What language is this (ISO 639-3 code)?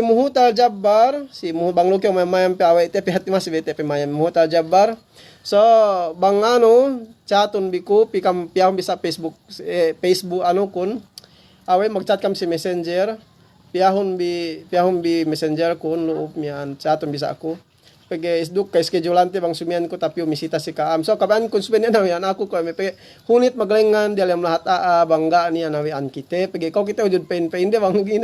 yka